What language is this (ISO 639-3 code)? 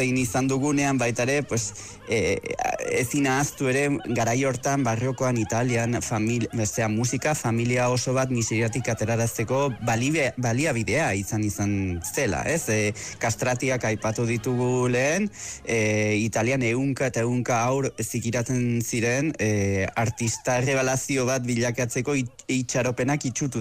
eus